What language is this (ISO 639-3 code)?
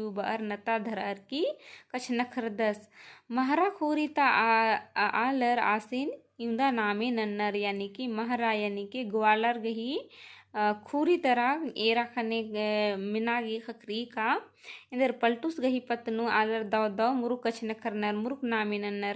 kru